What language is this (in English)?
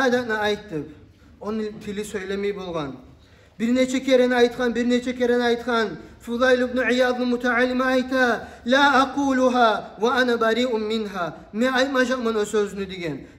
Kumyk